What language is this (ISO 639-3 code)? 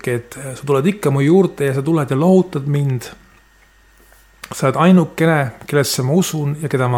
est